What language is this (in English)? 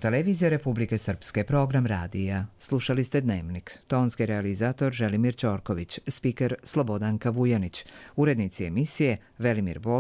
Croatian